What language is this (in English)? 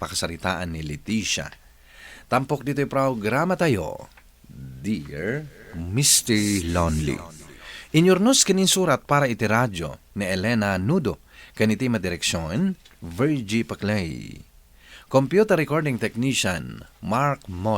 Iloko